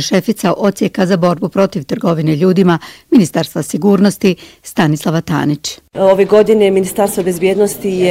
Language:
Bosnian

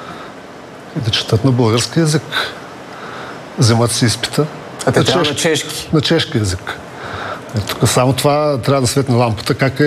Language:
Bulgarian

